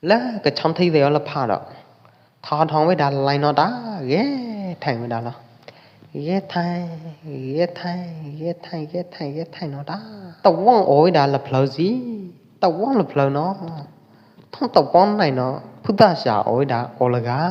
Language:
Pwo Eastern Karen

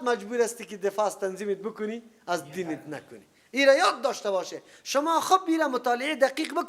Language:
Persian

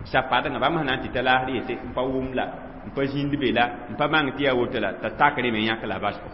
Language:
Mossi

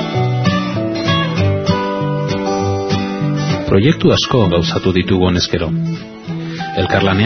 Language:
Basque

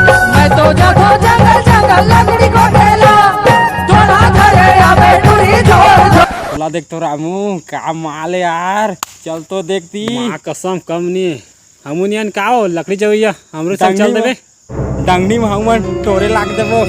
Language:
Chhattisgarhi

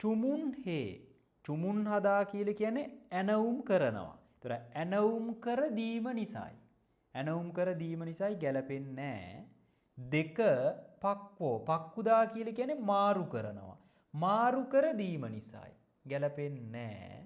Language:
Sinhala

